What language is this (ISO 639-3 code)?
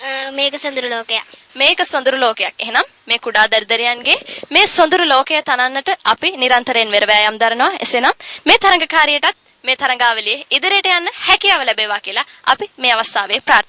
sin